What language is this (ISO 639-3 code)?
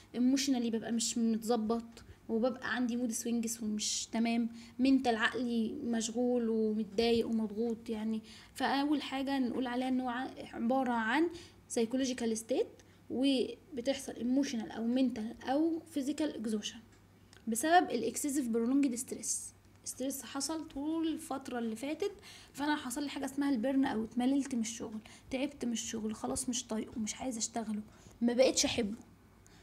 arz